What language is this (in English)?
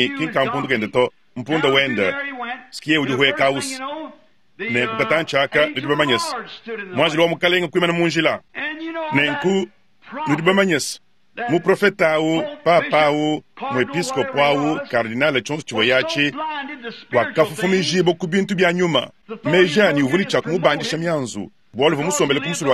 Luba-Lulua